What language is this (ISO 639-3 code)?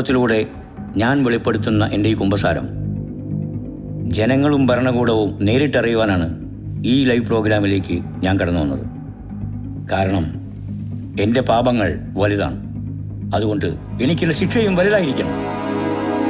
mal